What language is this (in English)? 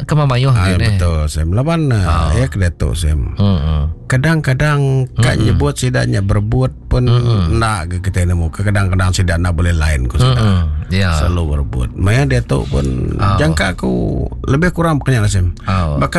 Iban